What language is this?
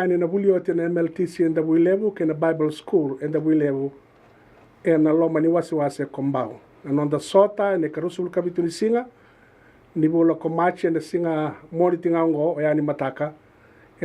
Fijian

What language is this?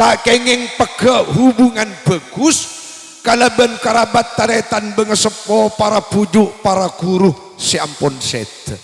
Madurese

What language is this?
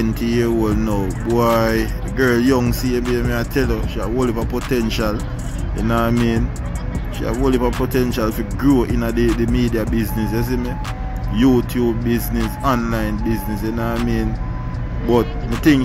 Jamaican Creole English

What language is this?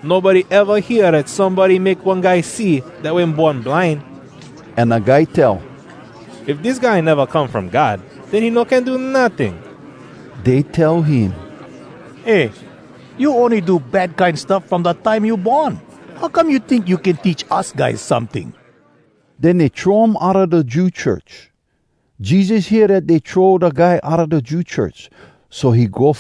Hawai'i Creole English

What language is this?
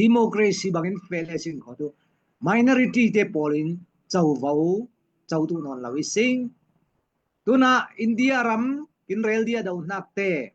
Falam Chin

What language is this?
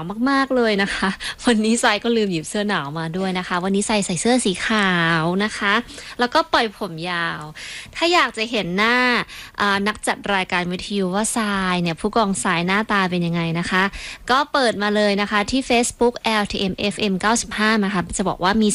Thai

